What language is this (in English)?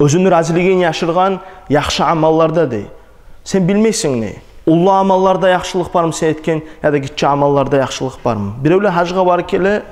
Kumyk